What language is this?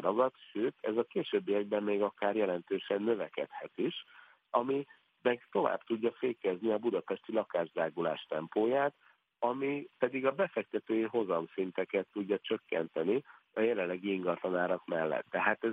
Hungarian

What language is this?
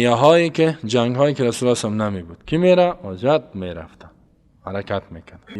Persian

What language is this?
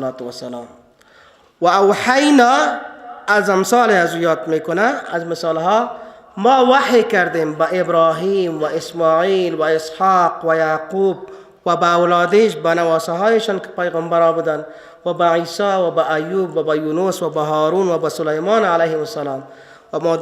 Persian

